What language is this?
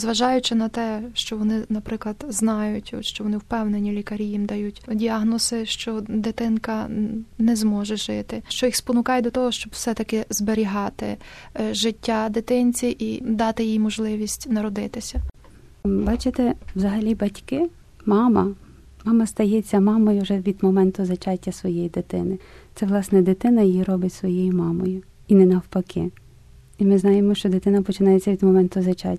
Ukrainian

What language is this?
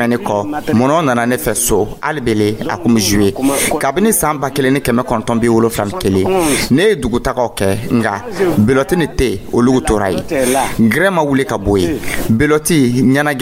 Dyula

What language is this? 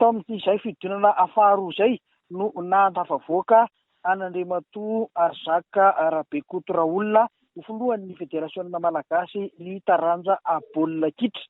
Malagasy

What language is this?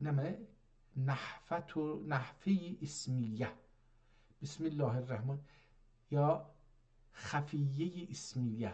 South Azerbaijani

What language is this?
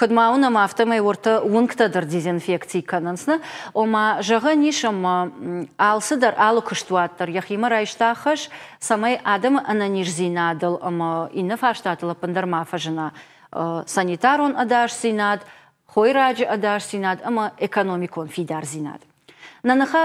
Ossetic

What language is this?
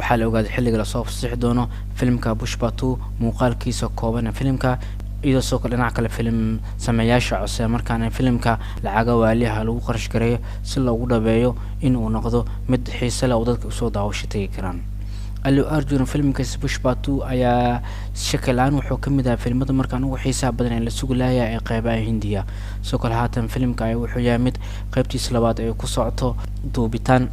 Somali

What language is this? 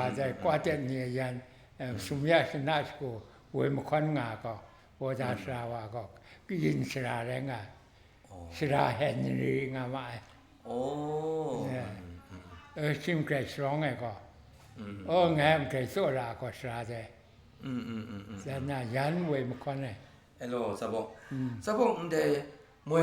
Kachin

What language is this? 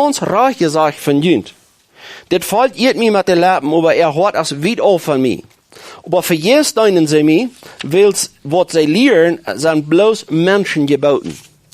Plautdietsch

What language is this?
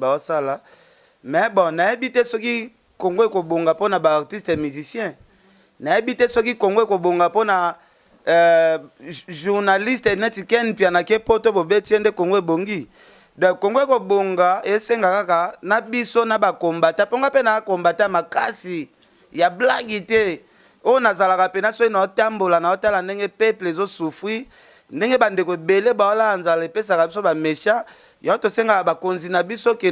Lingala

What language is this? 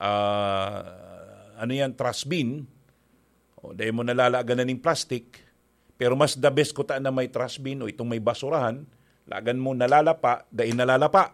Bikol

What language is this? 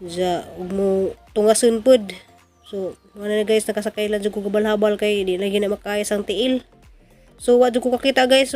Cebuano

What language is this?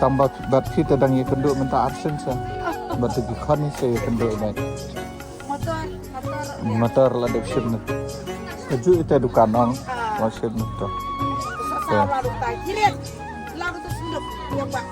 Khasi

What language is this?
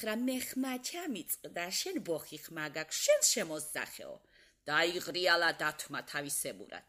Georgian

